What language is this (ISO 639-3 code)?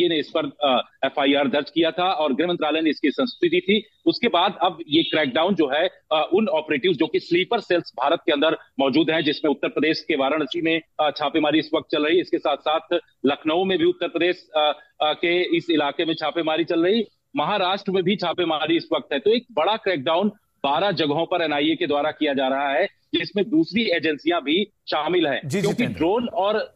hin